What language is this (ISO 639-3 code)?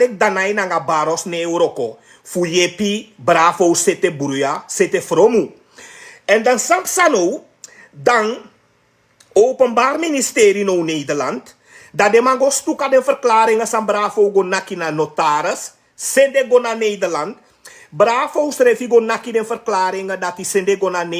srn